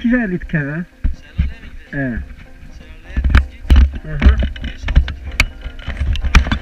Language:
Kurdish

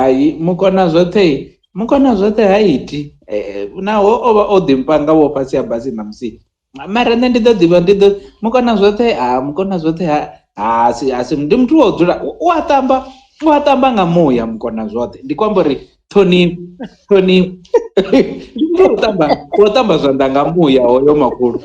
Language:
Venda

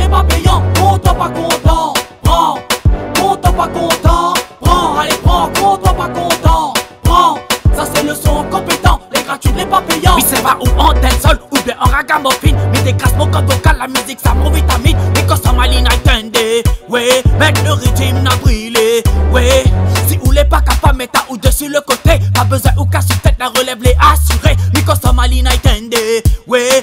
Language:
Réunion Creole French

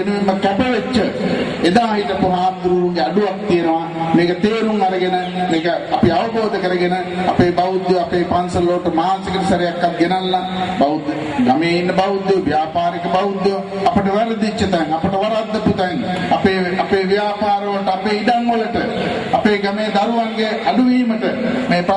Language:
Sinhala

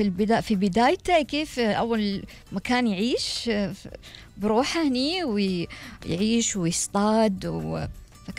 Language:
Gulf Arabic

